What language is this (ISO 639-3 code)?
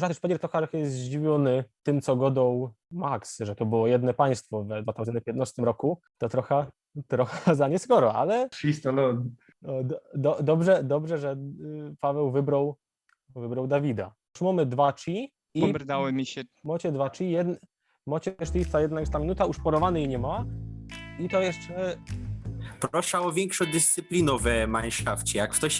szl